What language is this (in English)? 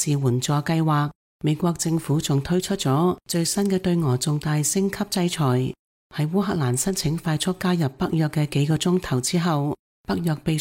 Cantonese